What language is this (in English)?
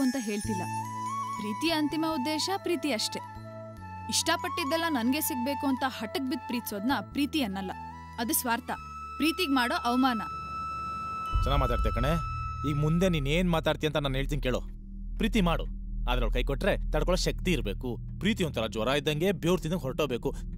Kannada